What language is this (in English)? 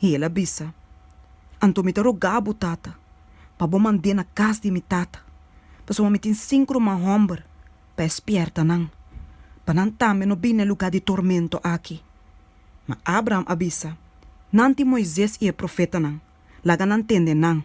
Papiamento